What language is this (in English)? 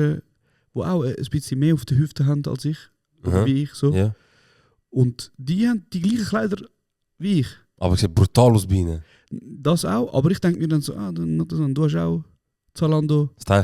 Swiss German